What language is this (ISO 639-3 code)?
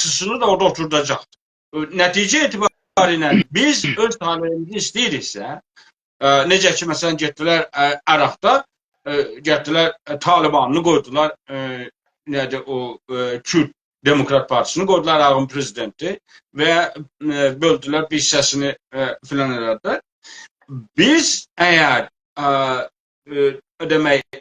azb